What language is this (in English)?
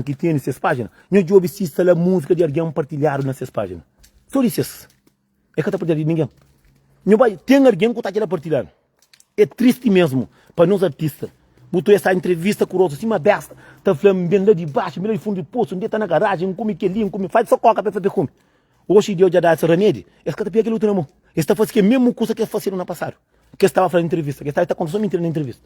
Kabuverdianu